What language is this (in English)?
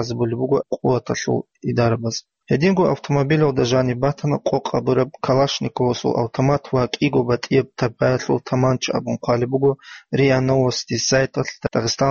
Avaric